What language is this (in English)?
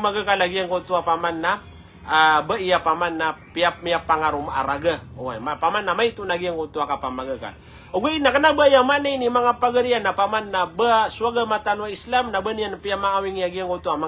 Maranao